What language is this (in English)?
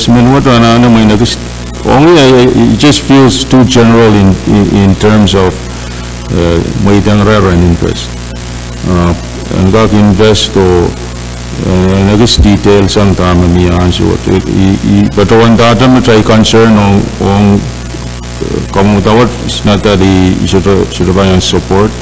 Pohnpeian